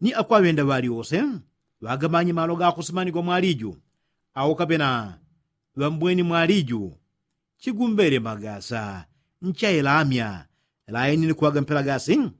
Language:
Yao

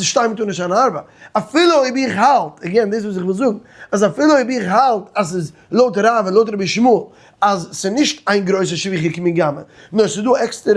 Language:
Yiddish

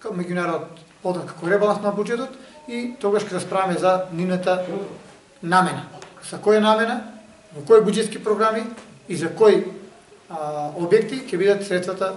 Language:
Macedonian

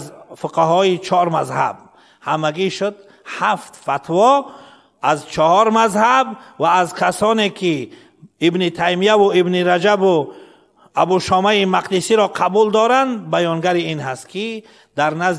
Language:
Persian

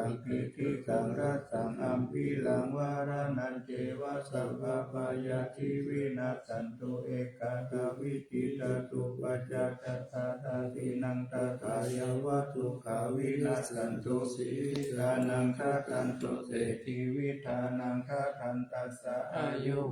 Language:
Pali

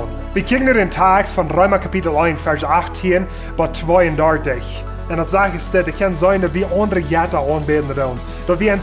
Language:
Plautdietsch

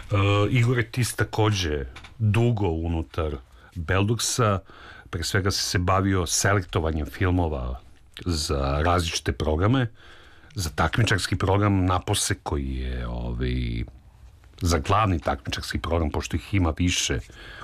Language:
Serbian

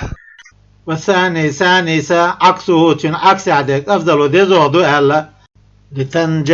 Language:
Chechen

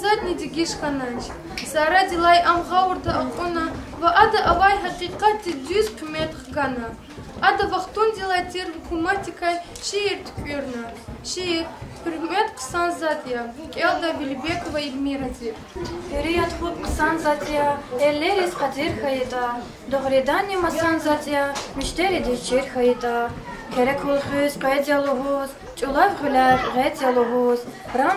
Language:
Lezghian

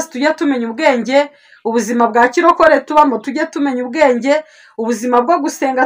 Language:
Kinyarwanda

